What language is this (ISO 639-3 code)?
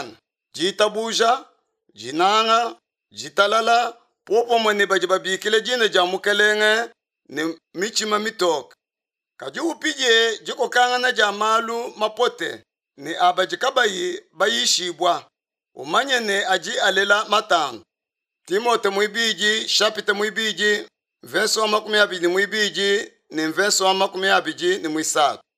lua